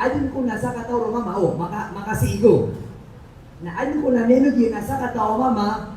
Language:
Maranao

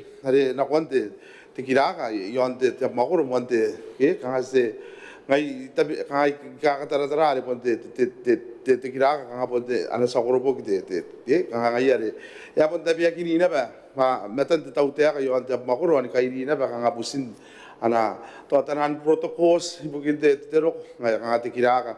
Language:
Gilbertese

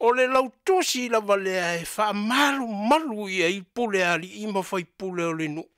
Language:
Samoan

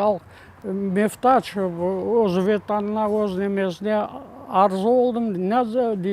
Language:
Crimean Tatar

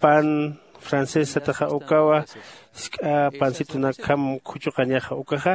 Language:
Aymara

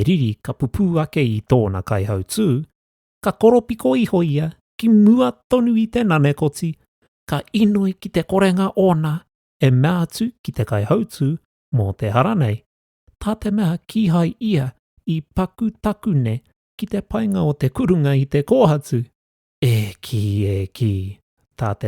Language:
Māori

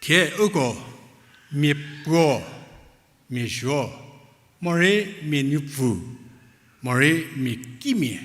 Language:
Angami Naga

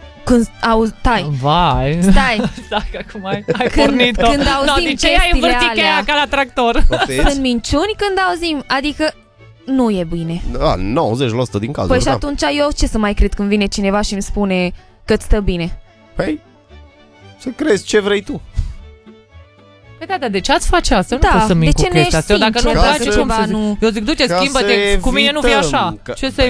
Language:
Romanian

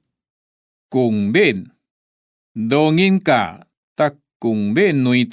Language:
Hakka Chinese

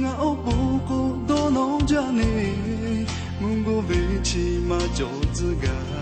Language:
Lahu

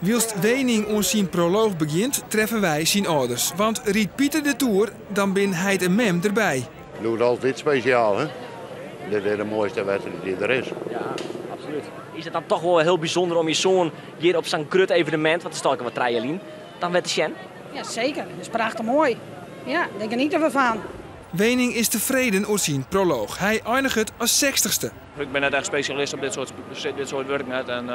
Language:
Western Frisian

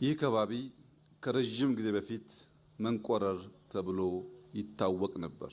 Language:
Amharic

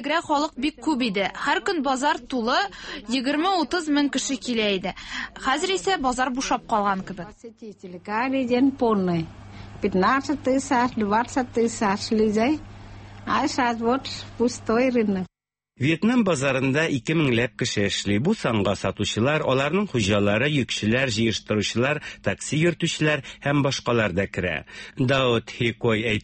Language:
Tatar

